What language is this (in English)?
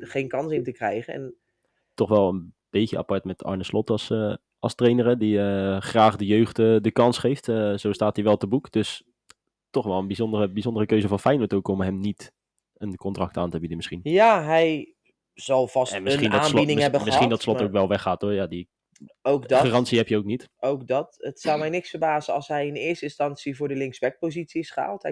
Dutch